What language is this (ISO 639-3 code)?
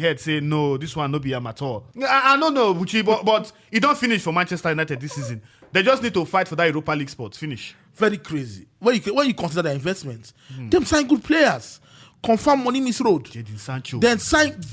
pcm